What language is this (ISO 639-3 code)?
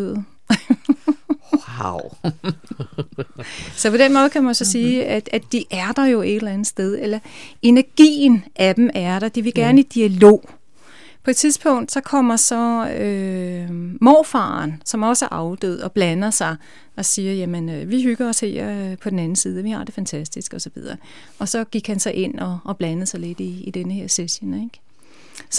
dan